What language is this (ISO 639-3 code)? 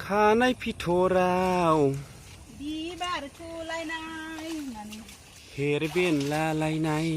brx